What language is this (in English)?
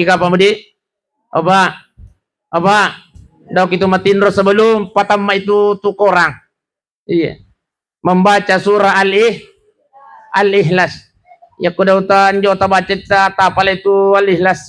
Buginese